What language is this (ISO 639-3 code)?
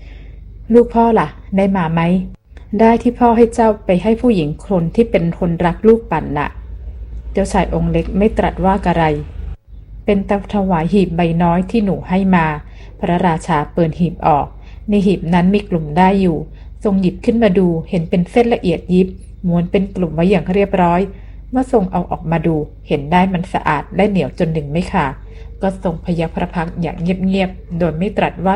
tha